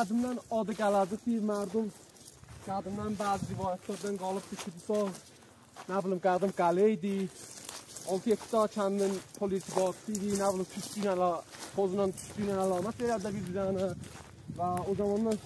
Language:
South Azerbaijani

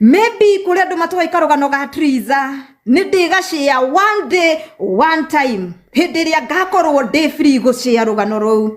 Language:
Kikuyu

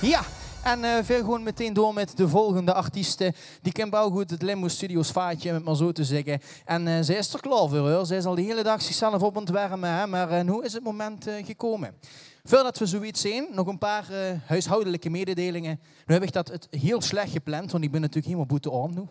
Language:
Limburgish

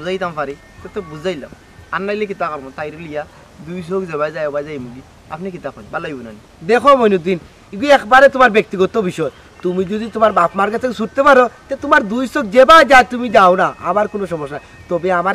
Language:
Sylheti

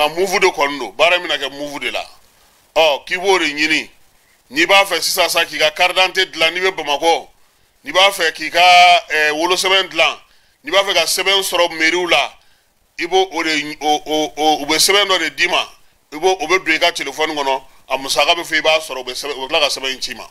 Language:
Bambara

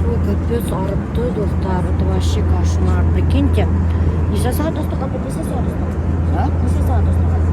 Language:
Bashkir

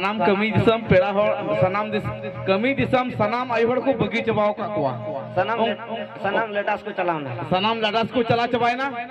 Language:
Santali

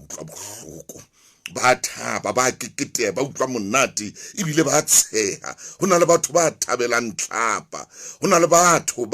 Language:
Southern Sotho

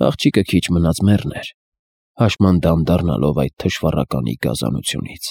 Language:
Armenian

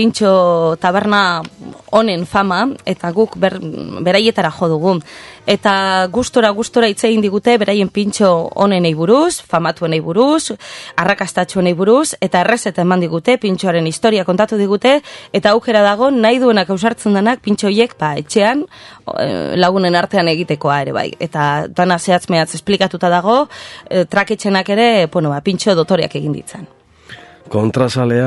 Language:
Basque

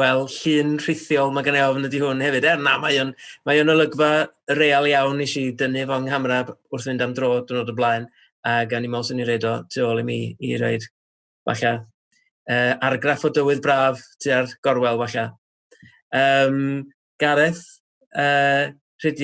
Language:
Welsh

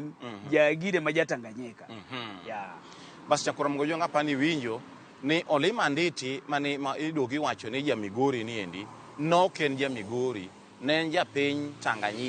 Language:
Luo (Kenya and Tanzania)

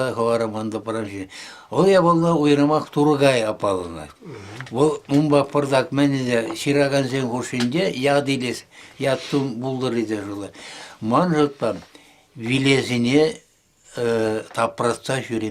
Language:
Chuvash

